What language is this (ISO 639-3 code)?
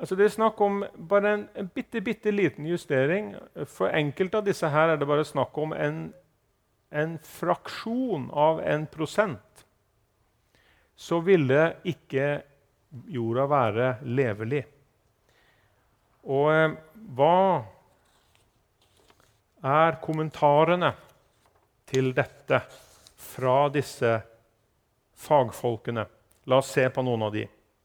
nor